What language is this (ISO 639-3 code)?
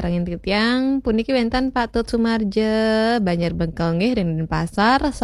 ban